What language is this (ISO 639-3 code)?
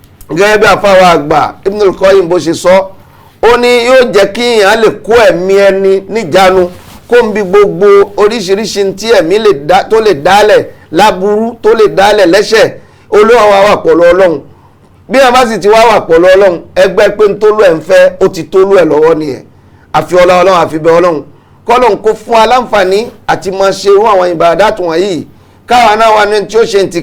yor